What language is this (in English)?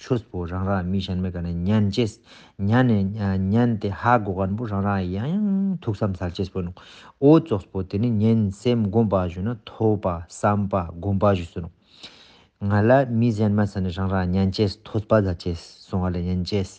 Ladakhi